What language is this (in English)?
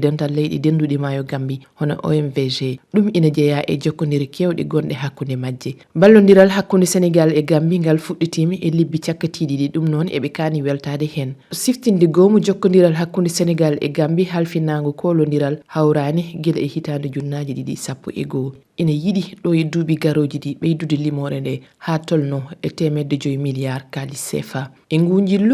Fula